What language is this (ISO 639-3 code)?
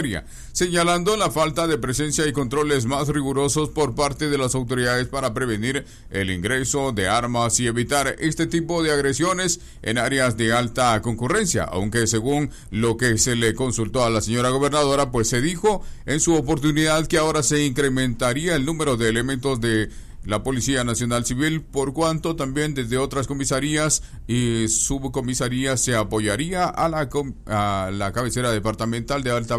spa